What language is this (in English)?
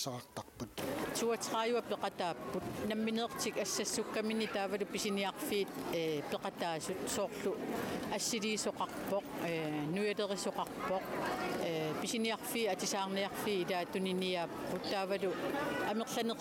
Kalaallisut